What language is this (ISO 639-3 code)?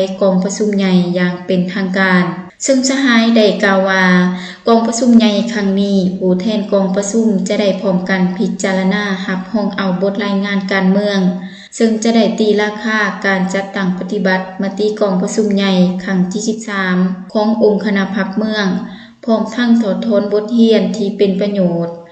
lao